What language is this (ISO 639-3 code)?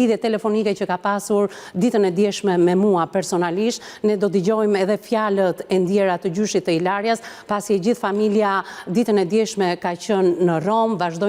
sqi